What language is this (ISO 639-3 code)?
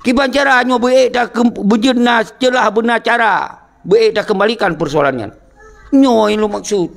ace